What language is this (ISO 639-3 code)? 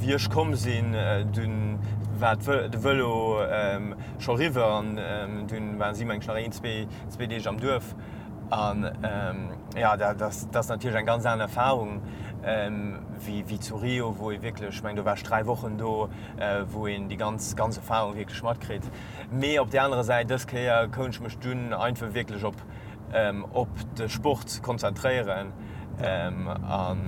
ltz